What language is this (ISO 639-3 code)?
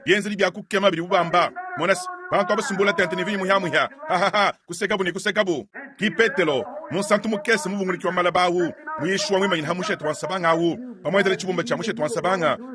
lua